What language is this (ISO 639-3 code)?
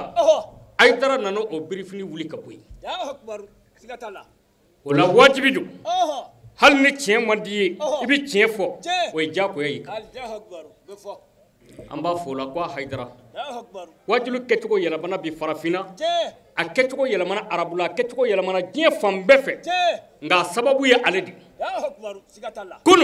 bam